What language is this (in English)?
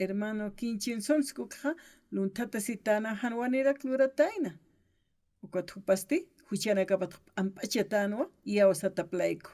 Aymara